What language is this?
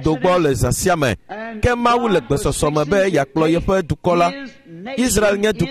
Ewe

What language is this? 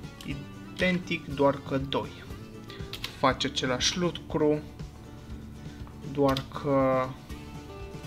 Romanian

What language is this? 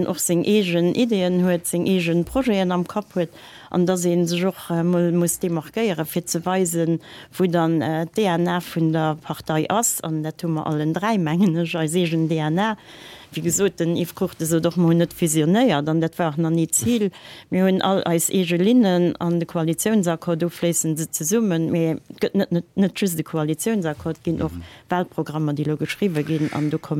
Luxembourgish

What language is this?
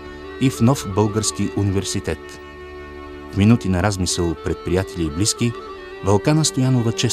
Bulgarian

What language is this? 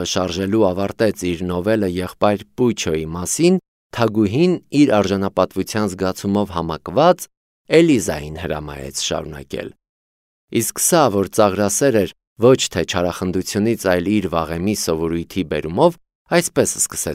Armenian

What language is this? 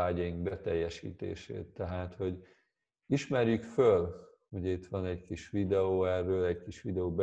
Hungarian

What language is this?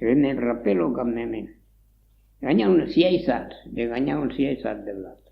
Occitan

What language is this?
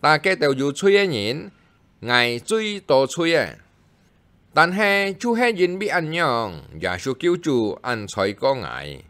Hakka Chinese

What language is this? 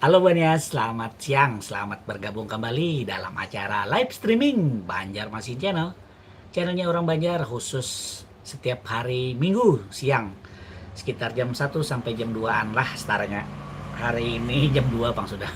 Banjar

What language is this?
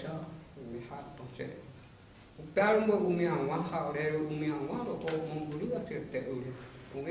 Guarani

